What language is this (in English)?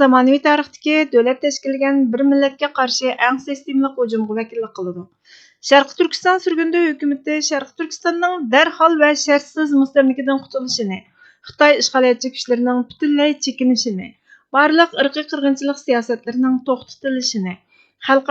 Uyghur